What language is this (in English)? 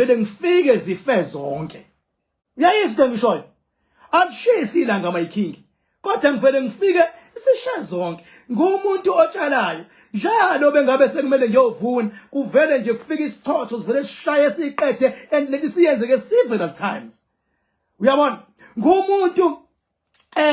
Zulu